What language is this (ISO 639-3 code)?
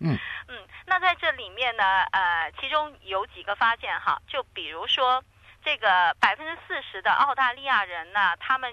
zho